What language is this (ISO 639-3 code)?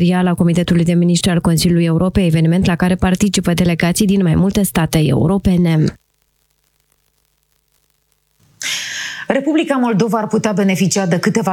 ron